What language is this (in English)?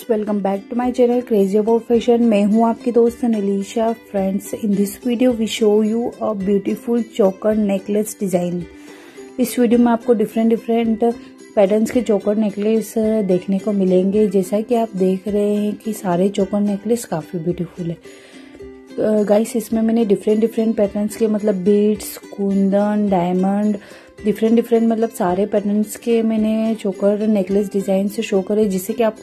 Hindi